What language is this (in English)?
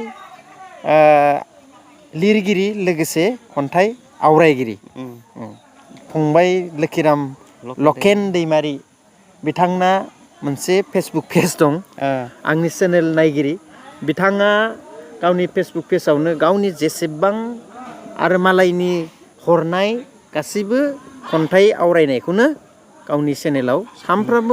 Bodo